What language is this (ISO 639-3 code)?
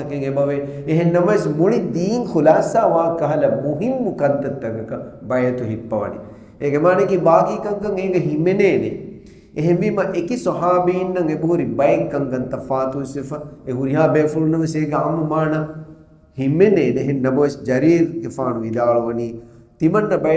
div